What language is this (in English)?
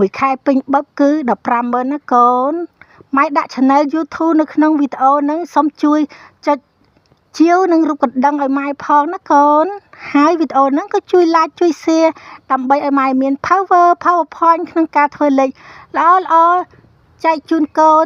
Khmer